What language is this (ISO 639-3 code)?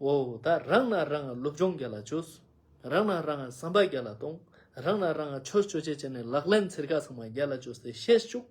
lbj